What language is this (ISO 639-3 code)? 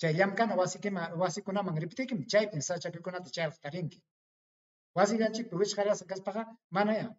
quy